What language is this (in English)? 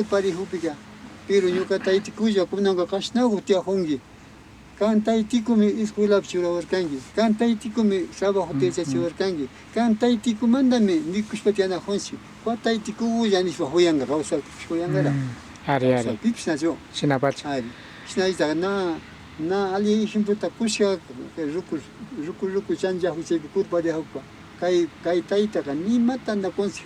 Imbabura Highland Quichua